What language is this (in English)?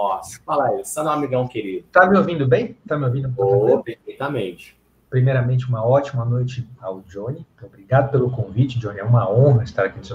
Portuguese